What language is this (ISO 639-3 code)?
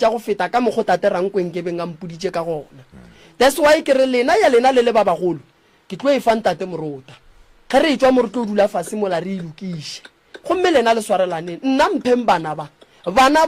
nso